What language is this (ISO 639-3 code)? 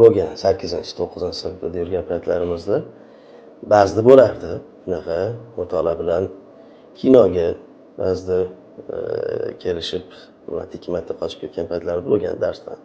uzb